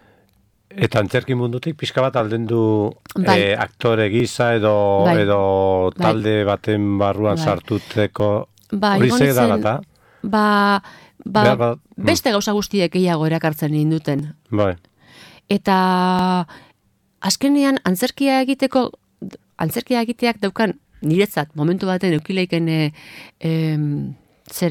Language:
Basque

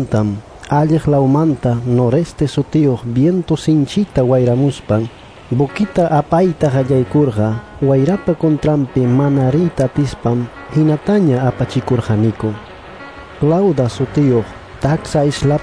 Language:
Quechua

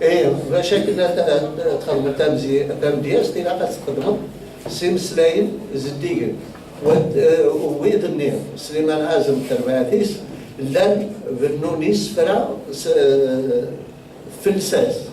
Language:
Kabyle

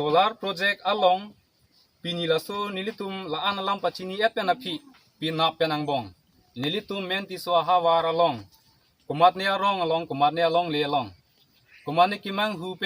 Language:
Karbi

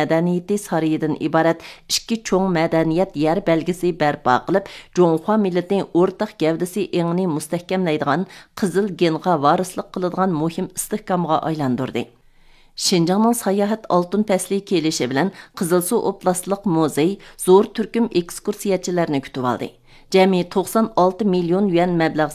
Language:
Uyghur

